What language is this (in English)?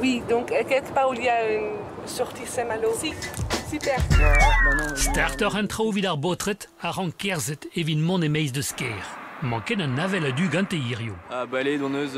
Breton